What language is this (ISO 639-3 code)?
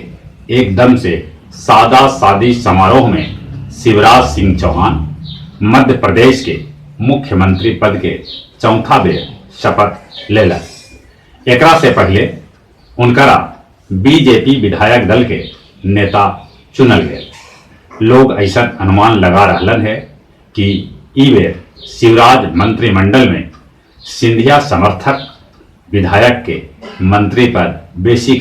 mag